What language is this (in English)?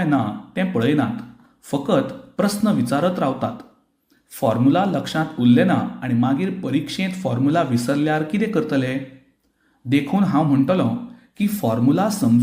Konkani